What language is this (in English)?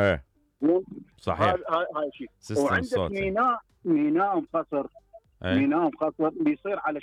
Mesopotamian Arabic